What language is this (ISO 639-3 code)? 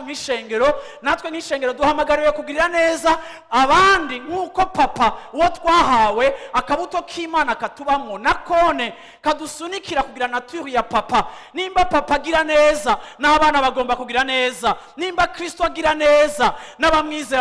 run